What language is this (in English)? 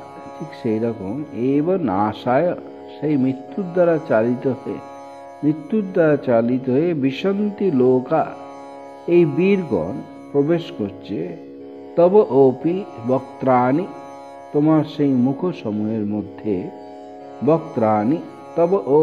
Bangla